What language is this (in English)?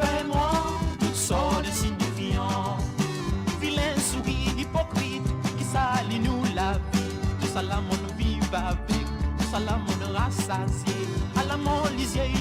Morisyen